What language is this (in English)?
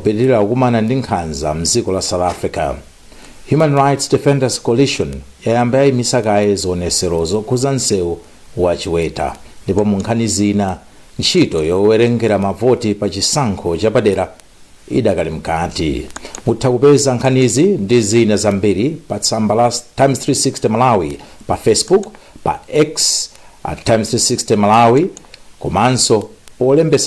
Nyanja